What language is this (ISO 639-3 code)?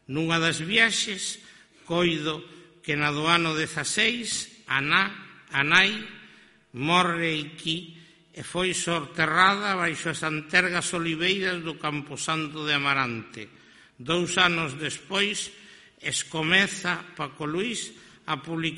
glg